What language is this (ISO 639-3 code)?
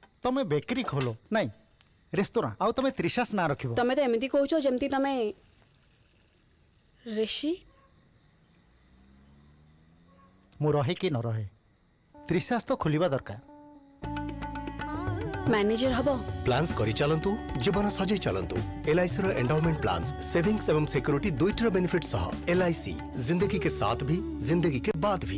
ori